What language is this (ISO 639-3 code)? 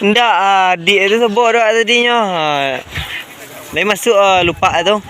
min